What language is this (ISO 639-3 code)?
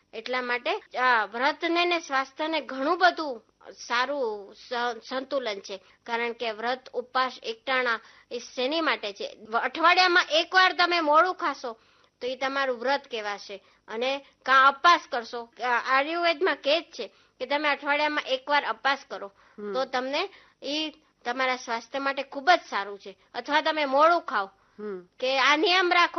guj